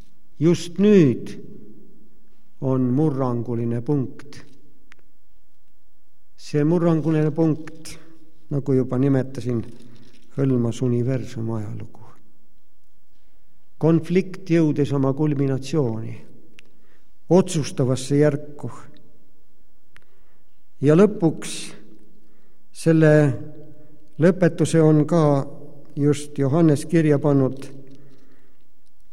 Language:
Estonian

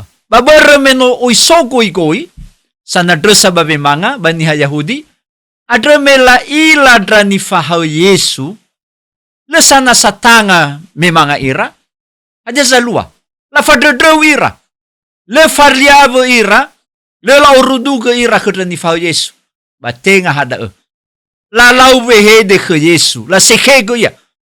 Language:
Nias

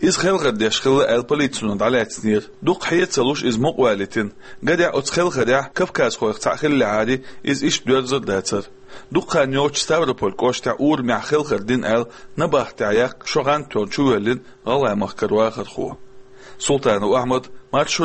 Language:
Chechen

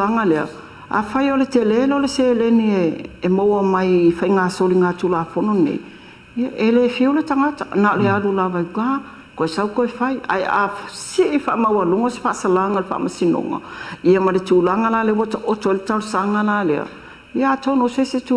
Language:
Samoan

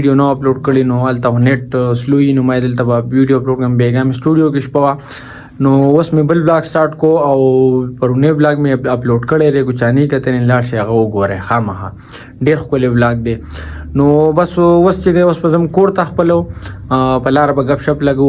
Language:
Pashto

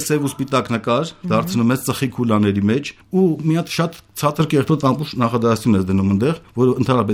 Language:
Armenian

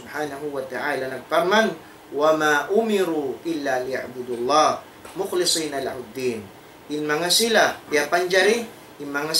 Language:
Tausug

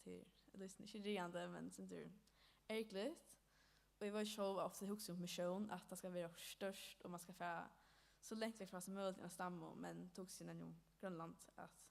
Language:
Faroese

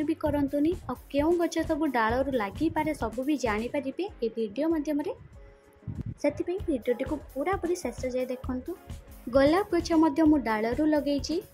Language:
Odia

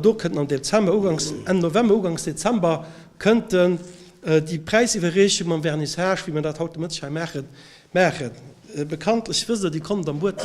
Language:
Luxembourgish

